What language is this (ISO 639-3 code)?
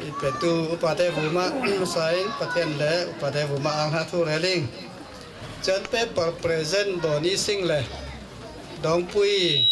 cfm